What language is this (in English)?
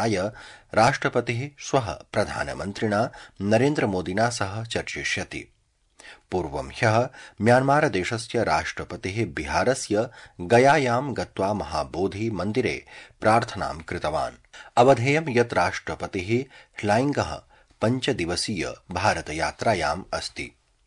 Sanskrit